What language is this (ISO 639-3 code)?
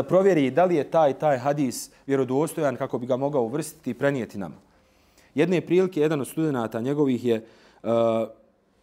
bos